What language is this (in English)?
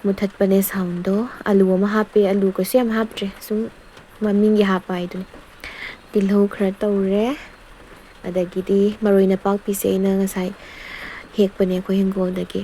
Manipuri